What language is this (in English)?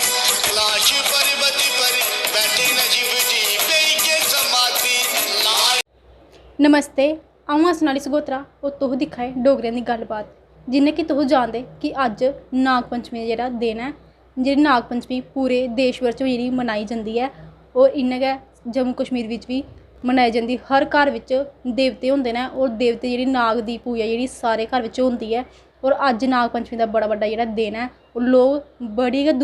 Dogri